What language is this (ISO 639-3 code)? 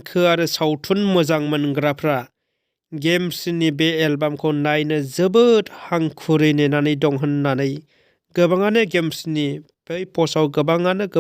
brx